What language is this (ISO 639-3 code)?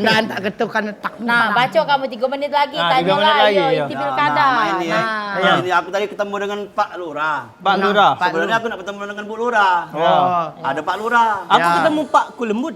mui